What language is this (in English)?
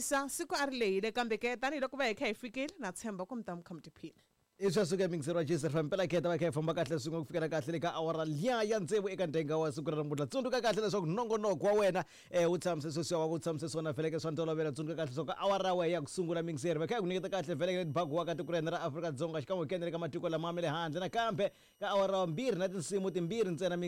Tsonga